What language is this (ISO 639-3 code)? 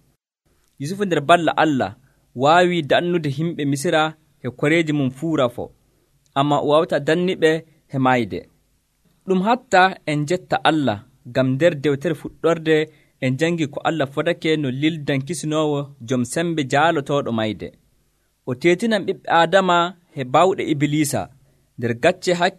fuv